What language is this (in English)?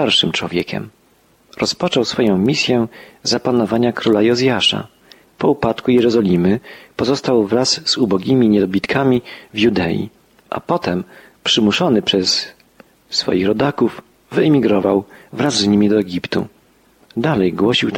Polish